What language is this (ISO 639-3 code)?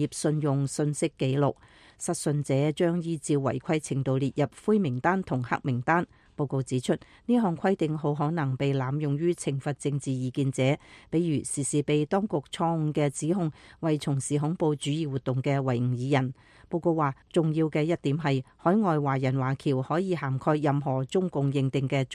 yue